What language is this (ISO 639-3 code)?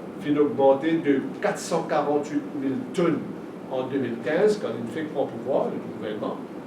mfe